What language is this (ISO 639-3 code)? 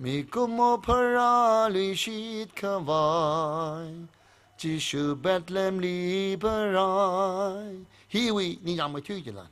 nmf